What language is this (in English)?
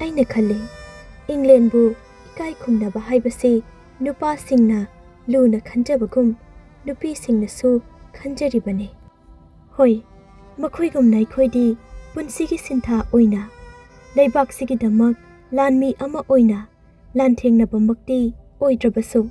Manipuri